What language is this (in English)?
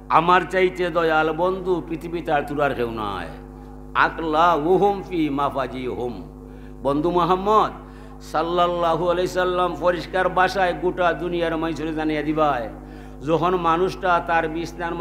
Sylheti